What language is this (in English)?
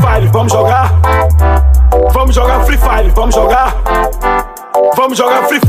Portuguese